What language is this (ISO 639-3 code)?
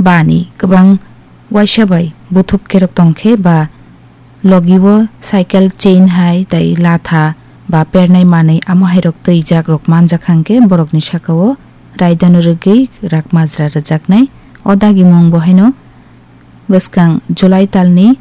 trp